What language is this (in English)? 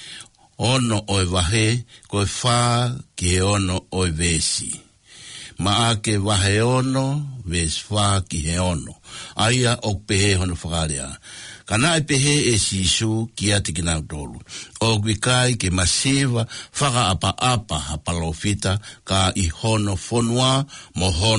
Tongan